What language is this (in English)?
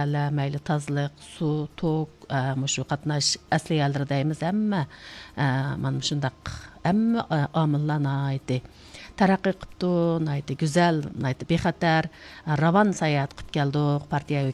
Uyghur